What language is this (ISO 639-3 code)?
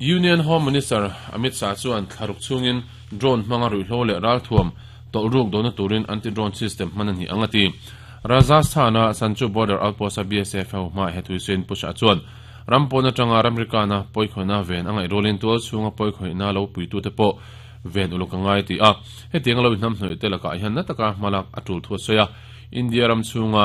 lus